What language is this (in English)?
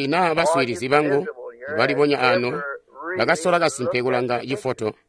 Tonga (Zambia)